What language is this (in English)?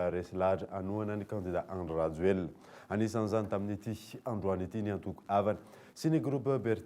Malagasy